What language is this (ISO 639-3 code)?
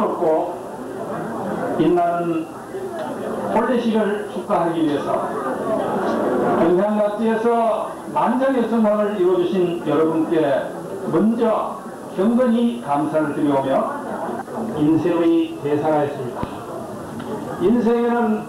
kor